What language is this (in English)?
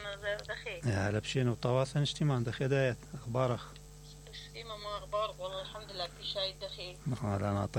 Mesopotamian Arabic